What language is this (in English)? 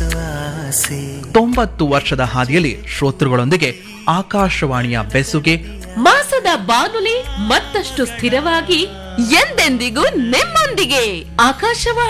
Kannada